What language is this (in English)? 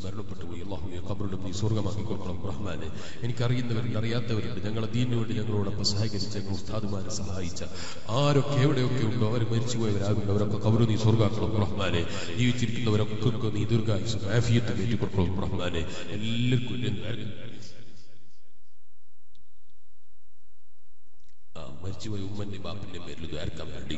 Malayalam